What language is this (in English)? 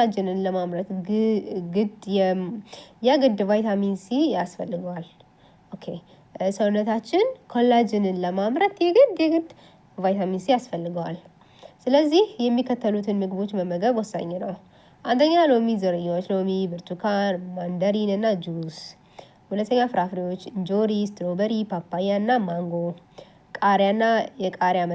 Amharic